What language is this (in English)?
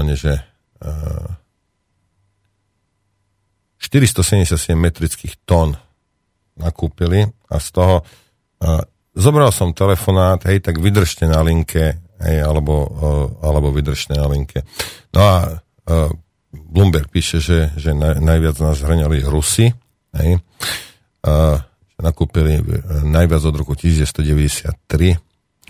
Slovak